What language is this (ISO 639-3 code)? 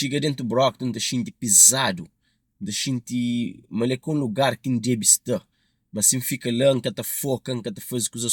kea